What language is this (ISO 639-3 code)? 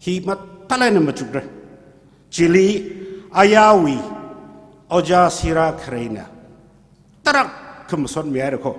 nmf